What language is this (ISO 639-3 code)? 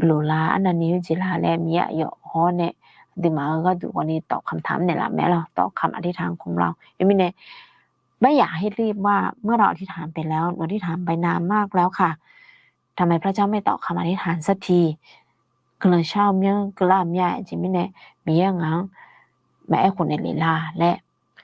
ahk